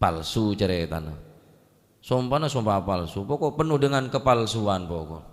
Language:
Madurese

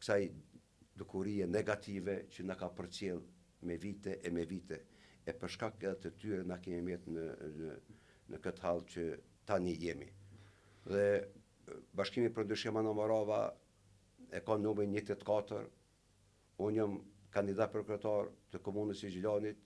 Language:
Albanian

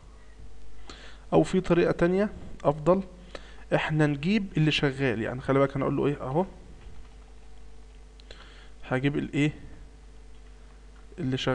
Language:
Egyptian Arabic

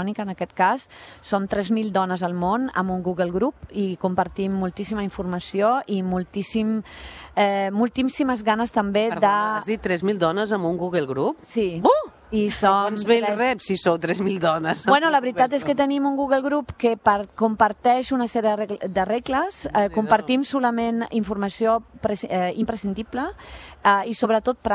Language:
Catalan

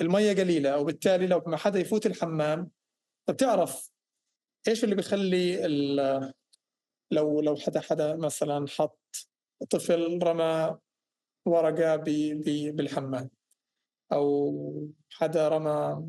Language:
North Levantine Arabic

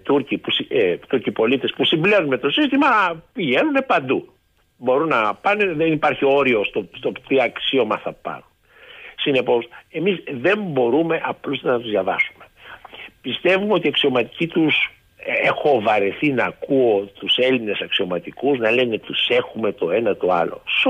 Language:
Greek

